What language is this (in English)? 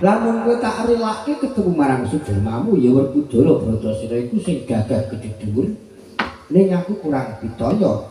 Javanese